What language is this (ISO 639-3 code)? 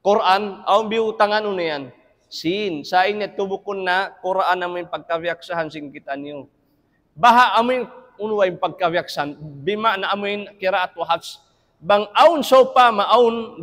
tsg